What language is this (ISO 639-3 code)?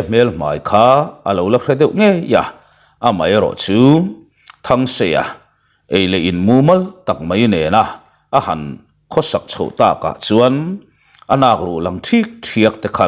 lus